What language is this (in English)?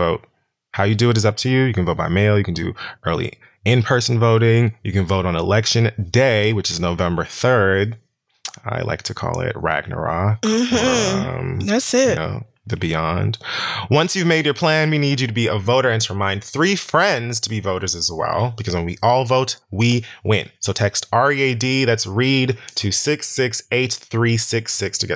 English